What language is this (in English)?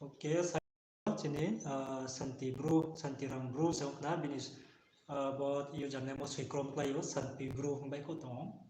Riang (India)